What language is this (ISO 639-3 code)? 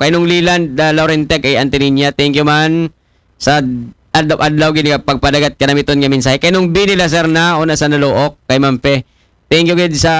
akl